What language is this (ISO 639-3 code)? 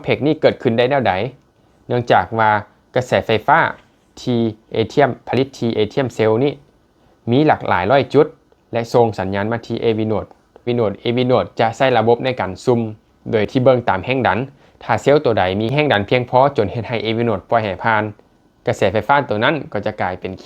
lao